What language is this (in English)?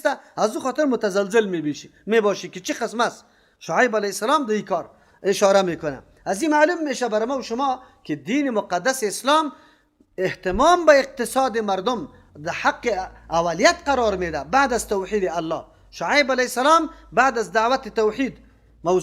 Persian